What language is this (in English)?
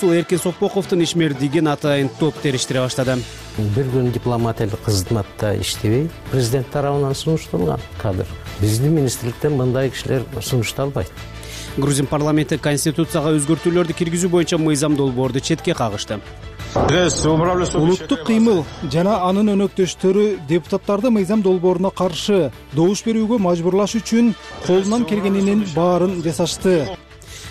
Kyrgyz